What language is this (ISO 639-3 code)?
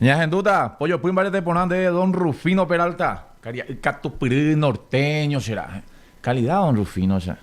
grn